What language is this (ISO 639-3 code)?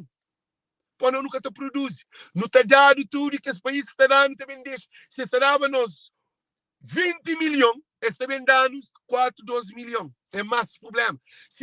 kea